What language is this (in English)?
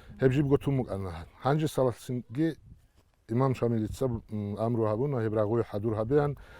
Avaric